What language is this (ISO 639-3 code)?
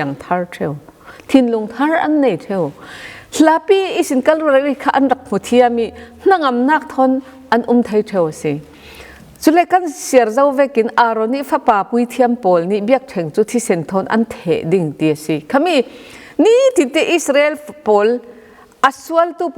cfm